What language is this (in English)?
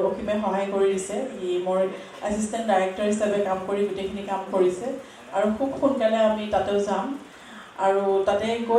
Assamese